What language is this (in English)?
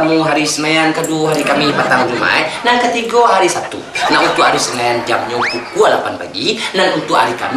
Minangkabau